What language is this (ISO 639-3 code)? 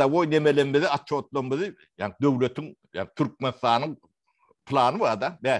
tuk